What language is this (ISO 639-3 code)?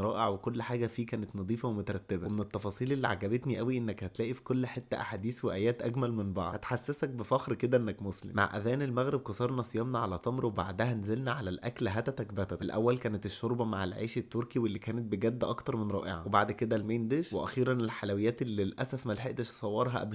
arz